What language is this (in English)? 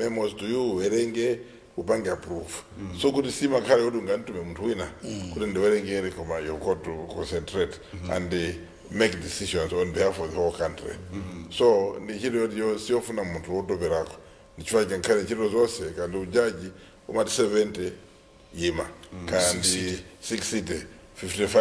Nyanja